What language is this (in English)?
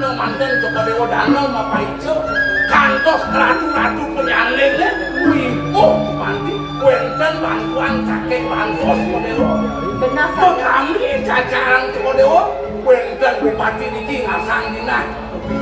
Balinese